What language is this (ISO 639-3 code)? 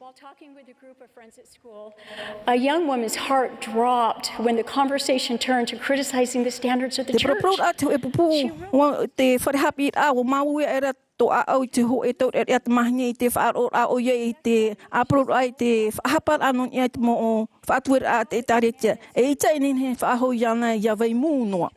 tah